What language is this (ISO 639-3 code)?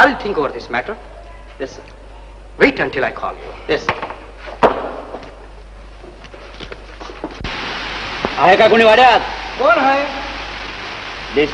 mar